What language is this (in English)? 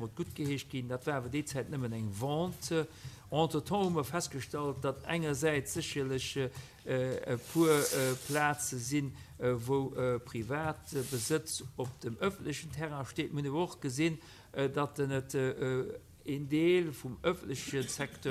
Luxembourgish